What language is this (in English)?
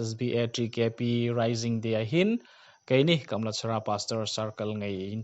Hmar